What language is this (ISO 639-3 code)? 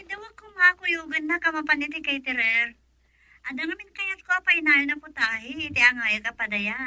ilo